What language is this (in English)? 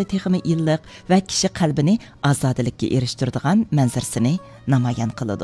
Uyghur